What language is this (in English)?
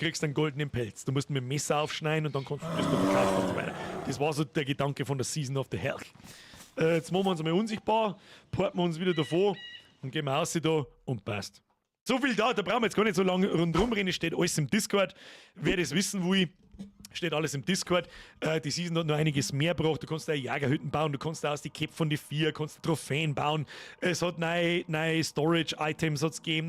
Bavarian